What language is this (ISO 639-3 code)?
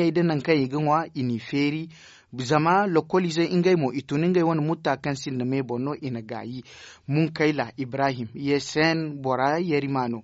dje